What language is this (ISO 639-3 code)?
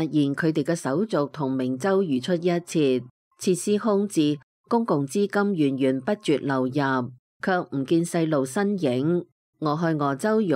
yue